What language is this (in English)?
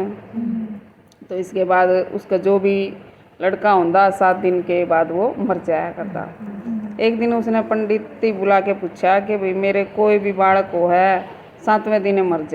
Haryanvi